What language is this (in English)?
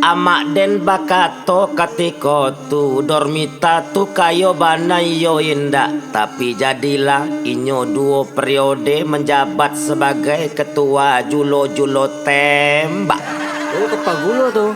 Minangkabau